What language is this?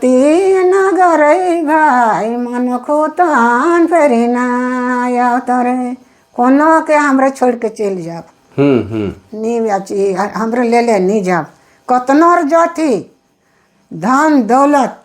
Sadri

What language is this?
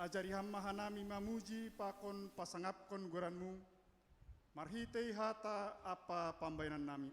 Batak Simalungun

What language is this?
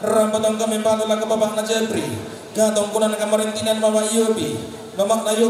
Toraja-Sa'dan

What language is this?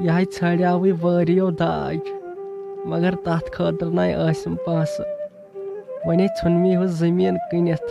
Kashmiri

